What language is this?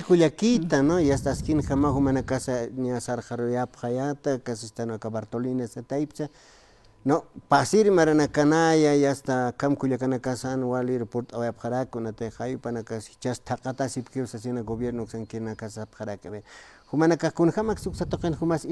Aymara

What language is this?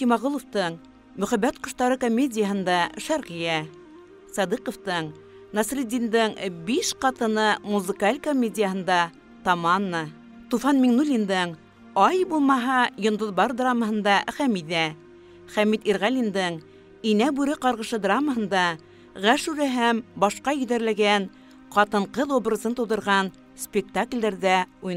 Bashkir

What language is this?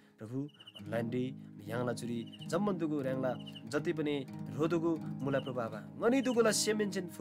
Eastern Tamang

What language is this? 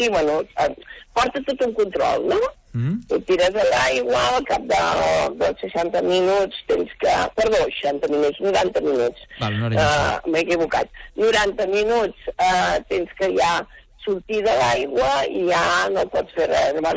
Catalan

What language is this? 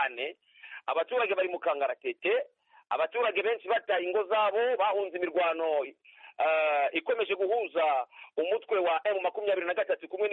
Kinyarwanda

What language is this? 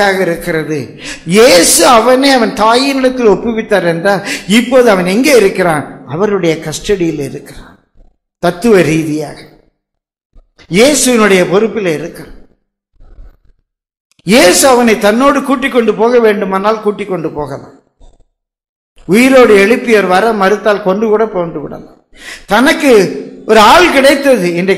Tamil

